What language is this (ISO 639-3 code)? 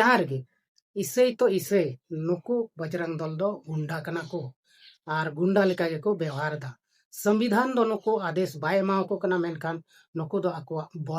sat